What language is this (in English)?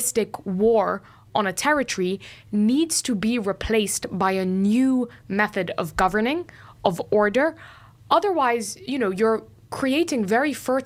English